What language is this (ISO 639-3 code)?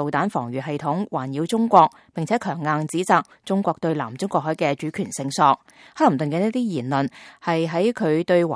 yue